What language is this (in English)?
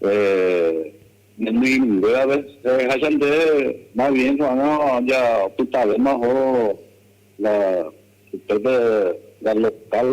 Guarani